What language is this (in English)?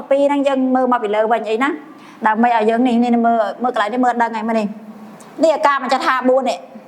Khmer